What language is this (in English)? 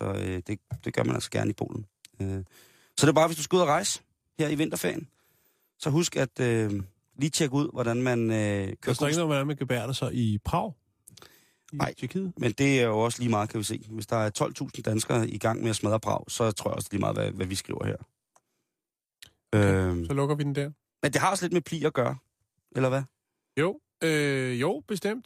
Danish